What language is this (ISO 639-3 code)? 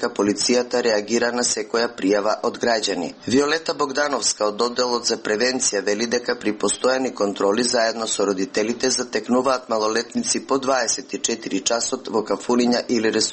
mkd